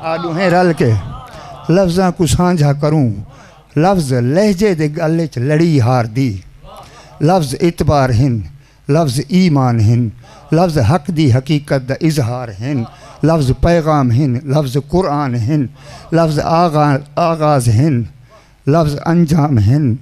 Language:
Saraiki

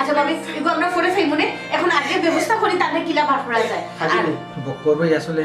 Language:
Sylheti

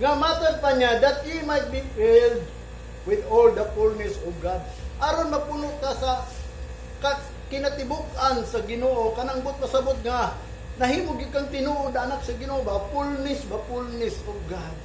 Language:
Cebuano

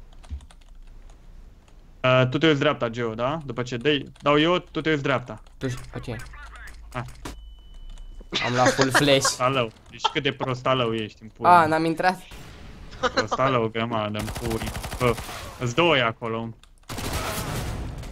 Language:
Romanian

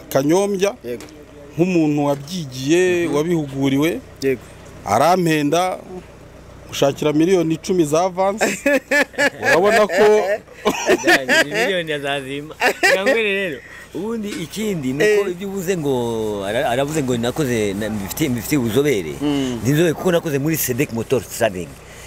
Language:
Kinyarwanda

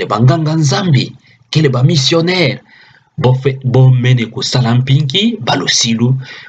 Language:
Kituba (Democratic Republic of Congo)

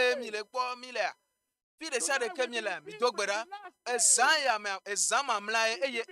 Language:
Ewe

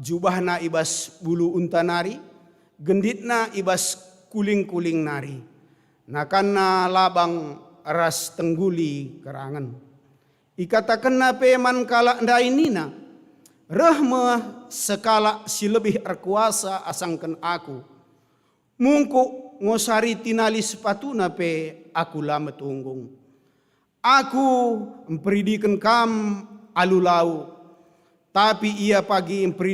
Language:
Batak Karo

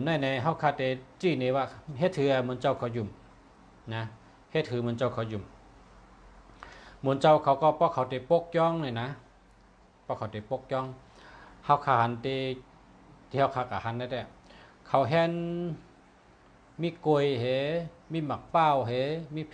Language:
Shan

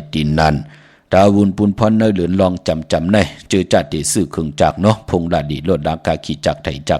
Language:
Shan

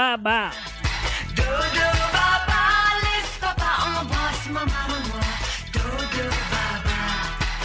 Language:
Morisyen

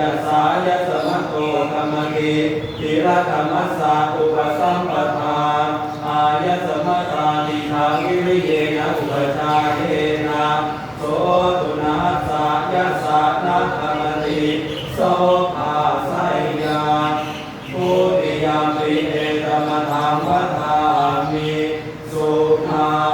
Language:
Pali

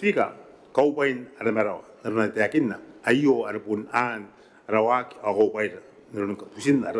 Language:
Gilbertese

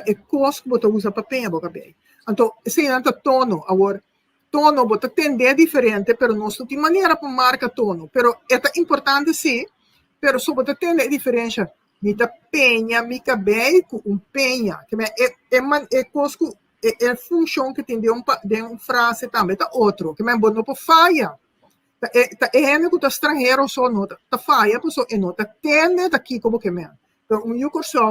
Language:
Papiamento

